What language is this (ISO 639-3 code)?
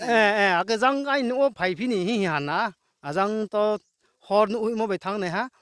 ria